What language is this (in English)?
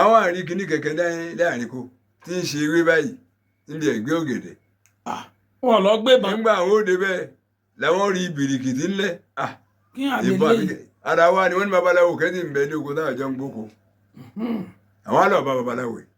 Yoruba